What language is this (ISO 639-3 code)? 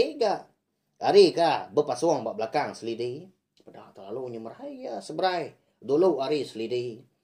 iba